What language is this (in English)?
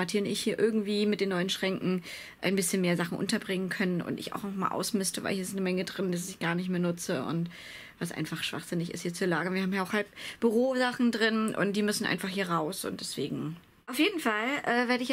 German